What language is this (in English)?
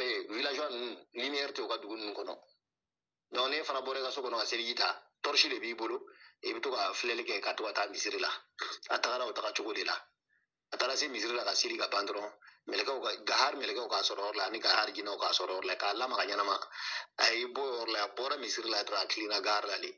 Bambara